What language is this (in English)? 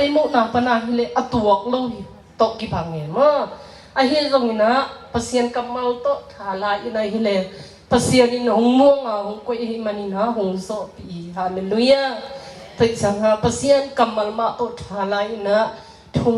Tedim Chin